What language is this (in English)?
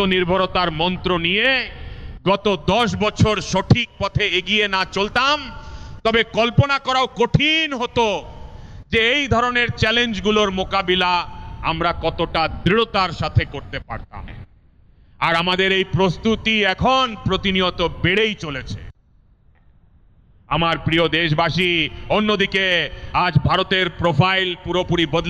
Bangla